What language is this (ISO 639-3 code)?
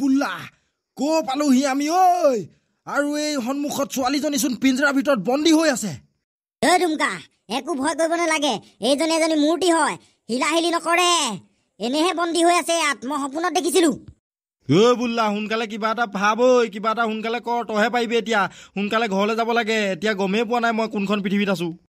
asm